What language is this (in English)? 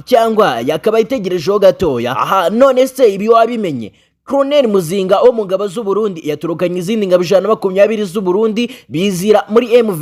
Kinyarwanda